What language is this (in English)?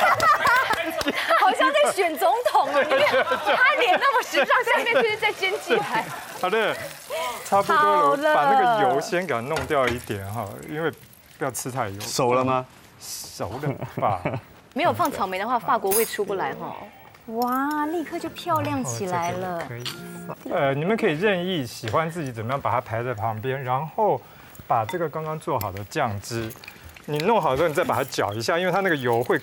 Chinese